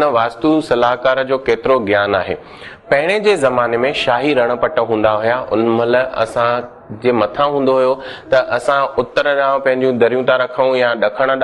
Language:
Sindhi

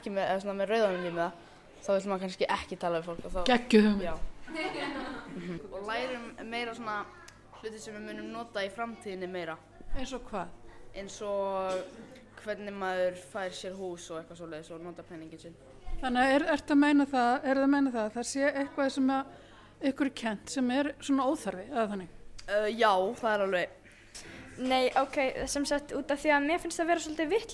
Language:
Icelandic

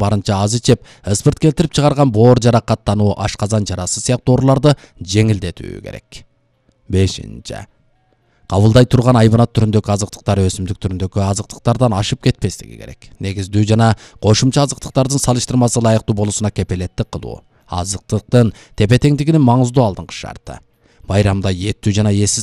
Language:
Kyrgyz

